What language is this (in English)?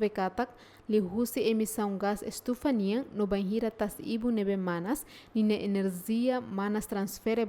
Tetum